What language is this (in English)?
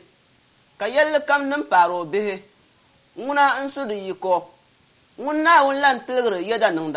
Dagbani